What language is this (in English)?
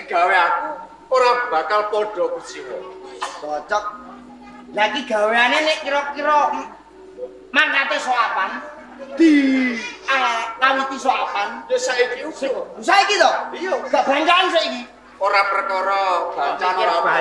Javanese